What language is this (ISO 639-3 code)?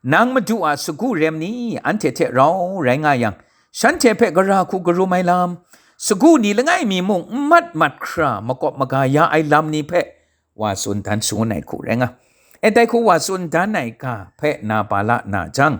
kac